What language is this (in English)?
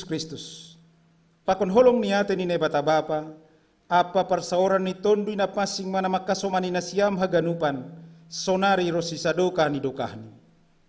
Batak Simalungun